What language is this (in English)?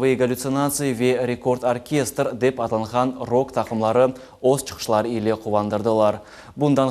Crimean Tatar